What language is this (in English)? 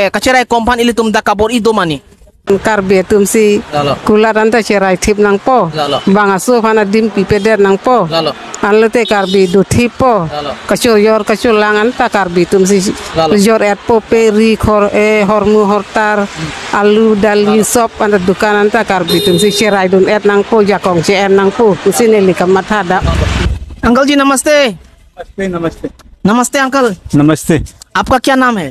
Karbi